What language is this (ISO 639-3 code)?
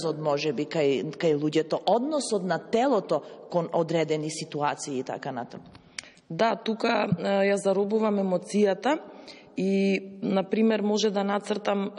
mkd